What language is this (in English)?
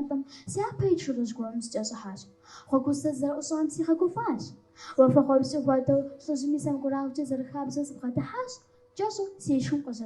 Kabardian